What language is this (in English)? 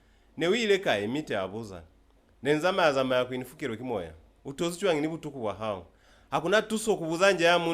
Lozi